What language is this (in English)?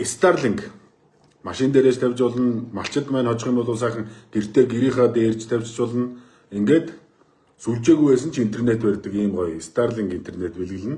Mongolian